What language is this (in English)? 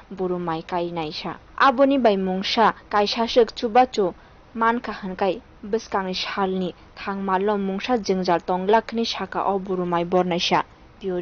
Kok Borok